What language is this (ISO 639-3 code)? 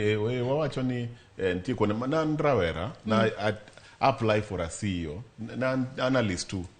luo